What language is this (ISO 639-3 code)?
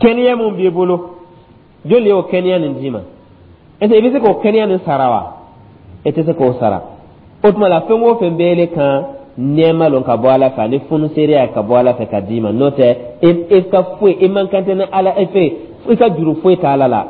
dyu